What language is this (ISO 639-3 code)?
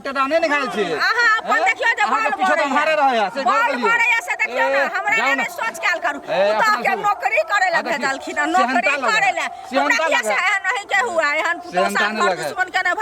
mai